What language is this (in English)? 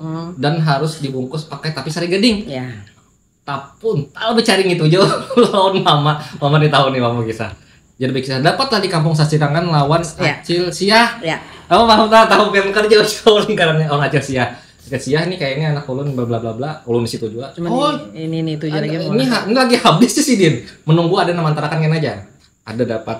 Banjar